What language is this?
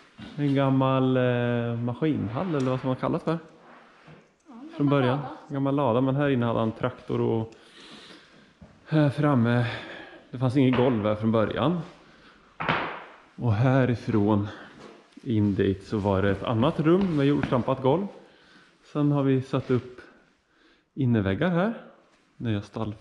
Swedish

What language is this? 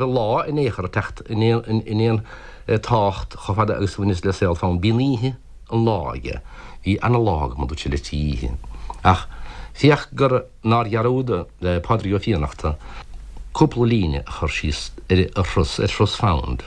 Irish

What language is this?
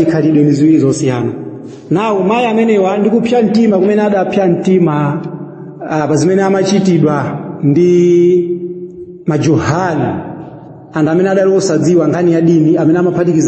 Nyanja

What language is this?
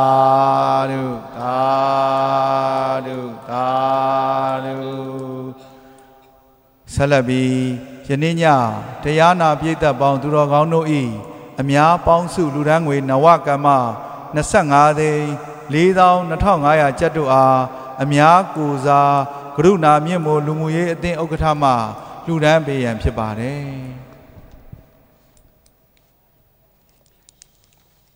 Burmese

